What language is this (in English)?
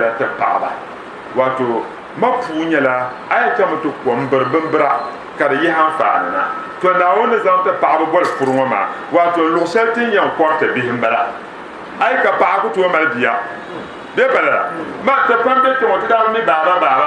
Dagbani